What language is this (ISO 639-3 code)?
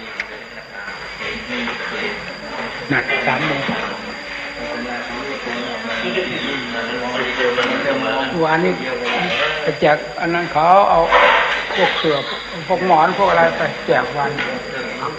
tha